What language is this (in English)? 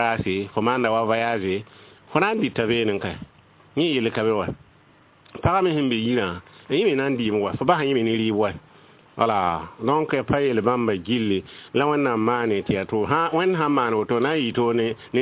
Mossi